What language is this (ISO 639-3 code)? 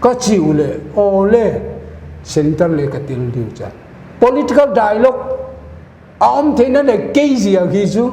pck